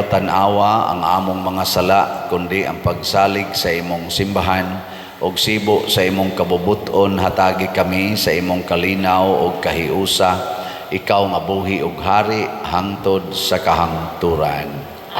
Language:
Cebuano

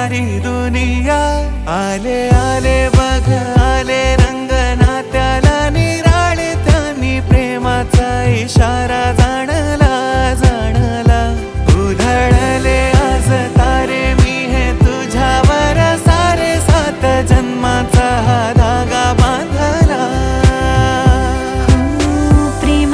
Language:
Marathi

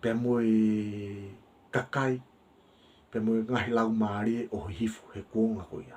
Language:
Tongan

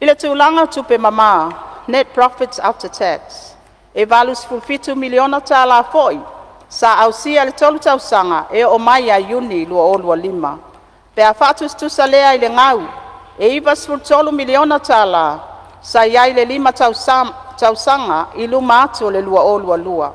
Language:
Samoan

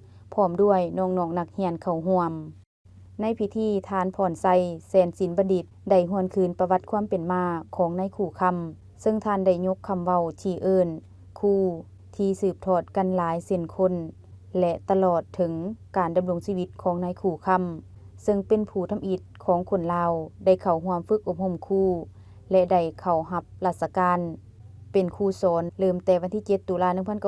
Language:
Lao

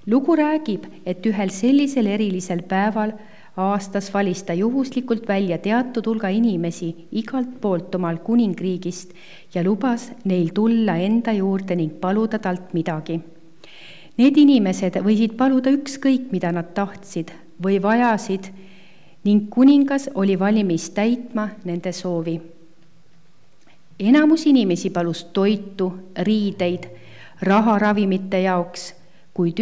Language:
Estonian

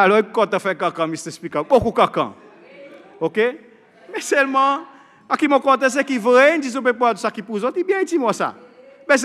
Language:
Seselwa Creole French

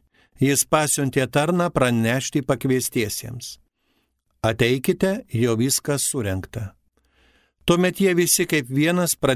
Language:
Lithuanian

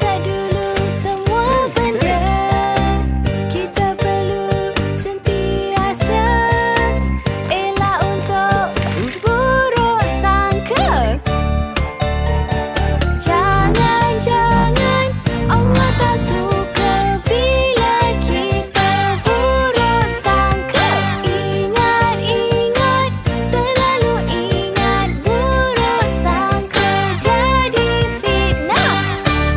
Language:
Malay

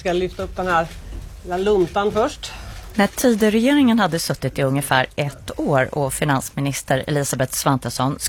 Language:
Swedish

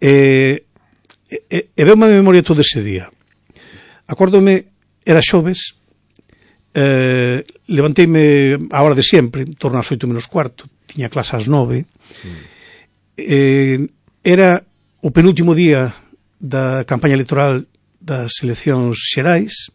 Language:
Galician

